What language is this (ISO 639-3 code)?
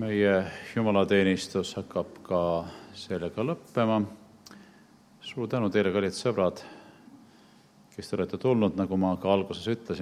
est